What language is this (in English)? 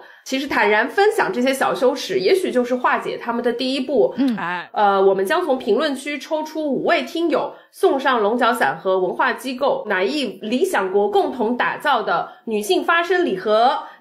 Chinese